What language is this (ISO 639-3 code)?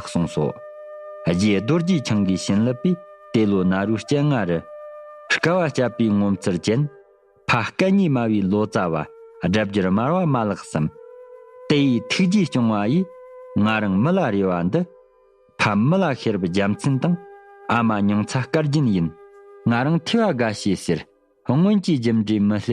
bod